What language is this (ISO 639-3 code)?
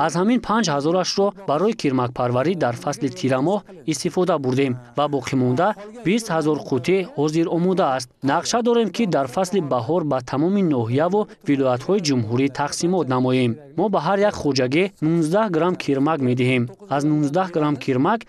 tgk